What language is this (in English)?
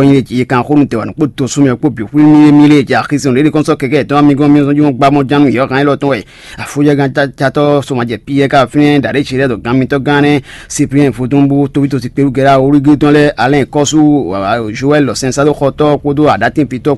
Fon